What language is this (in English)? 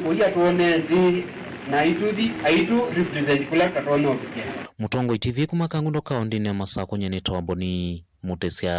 Kamba